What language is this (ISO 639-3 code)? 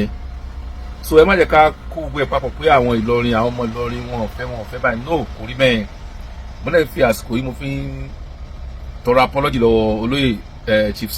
yor